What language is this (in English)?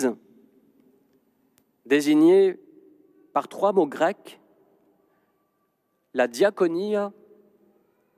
French